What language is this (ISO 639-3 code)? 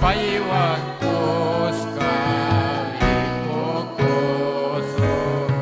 quy